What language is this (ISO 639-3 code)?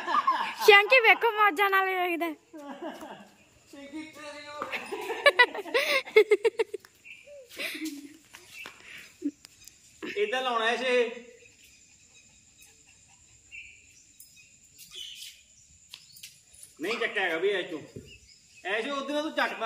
pan